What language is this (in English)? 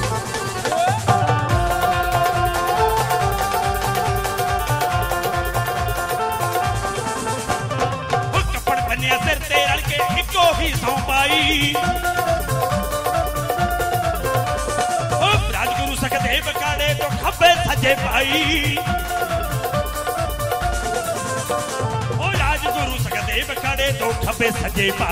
Punjabi